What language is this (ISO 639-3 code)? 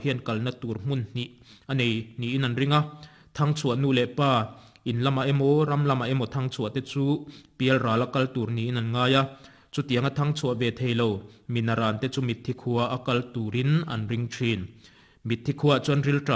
lus